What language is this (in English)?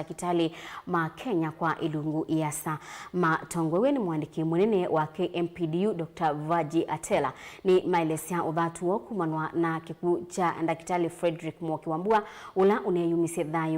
Kamba